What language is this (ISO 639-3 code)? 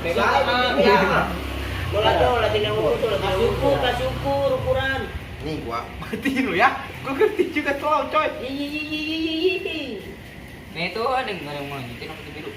bew